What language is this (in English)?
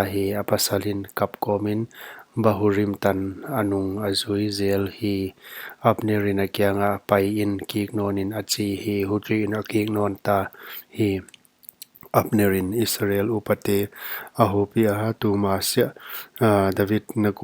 Paite Chin